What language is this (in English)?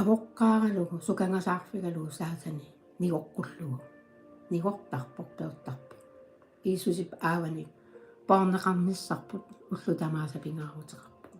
Kalaallisut